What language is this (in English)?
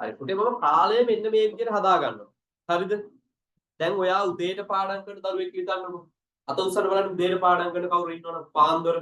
Sinhala